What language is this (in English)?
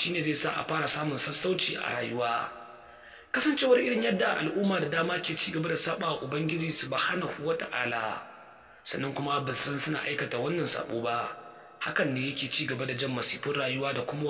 Hausa